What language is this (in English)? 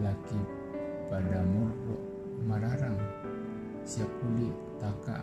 Toraja-Sa'dan